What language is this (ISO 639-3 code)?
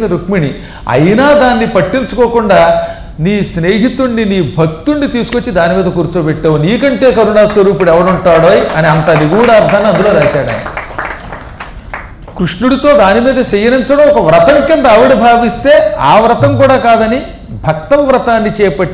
tel